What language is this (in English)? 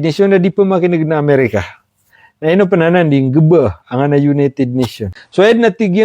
Maranao